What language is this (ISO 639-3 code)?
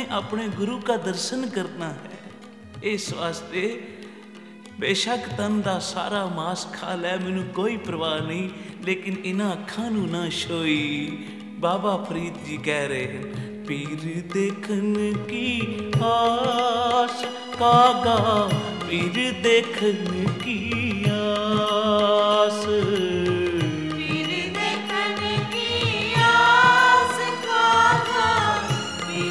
pan